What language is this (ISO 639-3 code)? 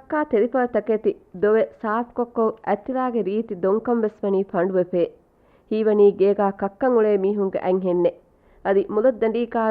div